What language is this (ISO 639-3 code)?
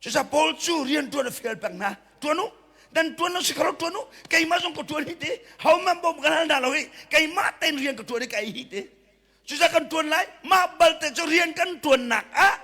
cnh